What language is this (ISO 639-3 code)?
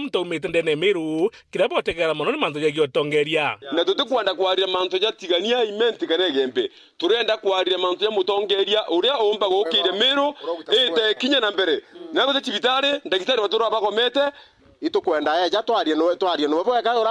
mer